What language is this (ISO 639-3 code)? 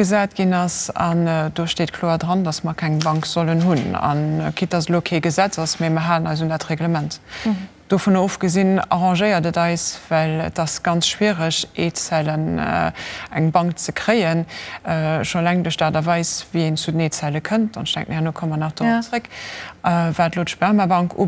ltz